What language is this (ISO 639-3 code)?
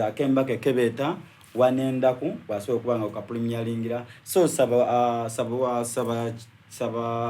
xog